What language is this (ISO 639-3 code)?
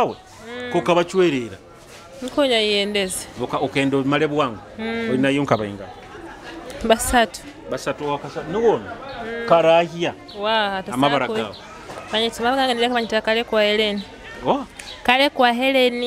nyo